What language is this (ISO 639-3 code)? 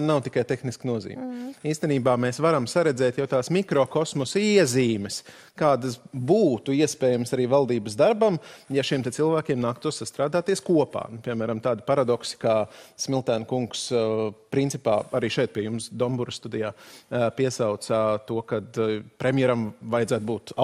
lav